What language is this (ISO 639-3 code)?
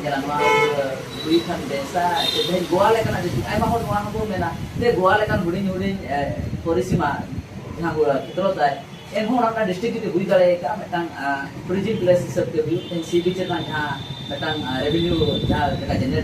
sat